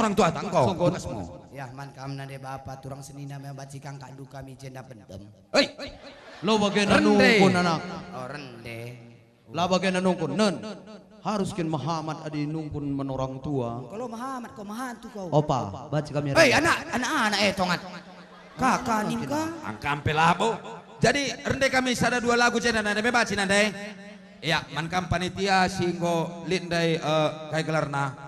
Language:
Batak Karo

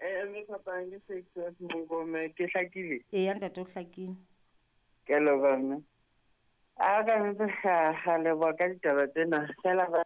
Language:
Southern Sotho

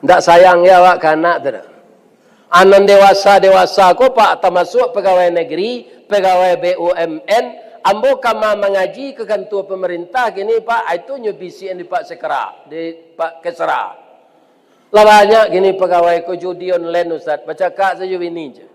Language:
Minangkabau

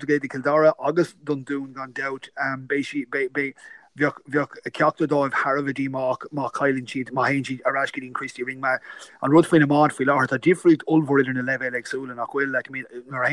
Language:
Irish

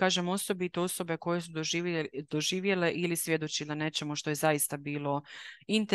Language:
Croatian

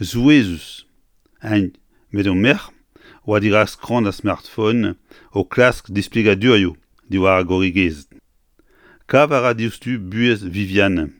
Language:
Breton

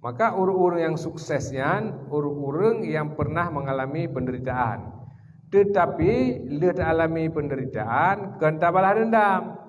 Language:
Achinese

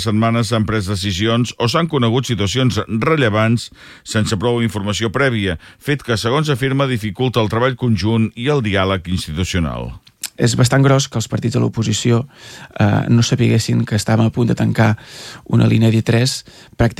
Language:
Catalan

